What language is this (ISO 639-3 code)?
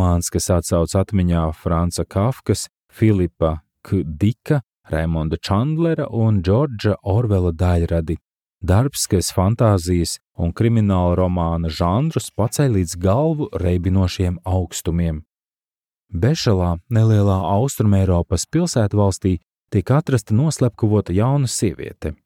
lav